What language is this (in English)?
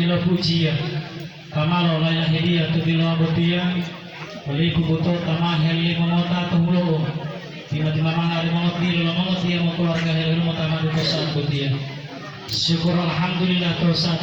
Gorontalo